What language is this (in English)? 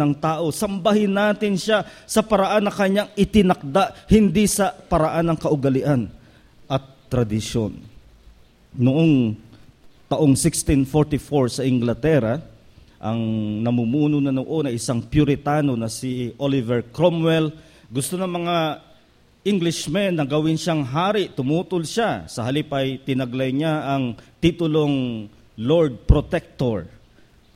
Filipino